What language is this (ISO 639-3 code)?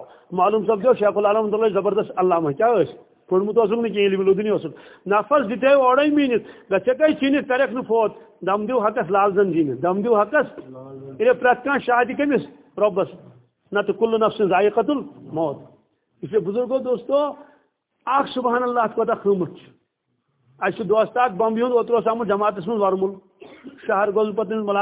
kas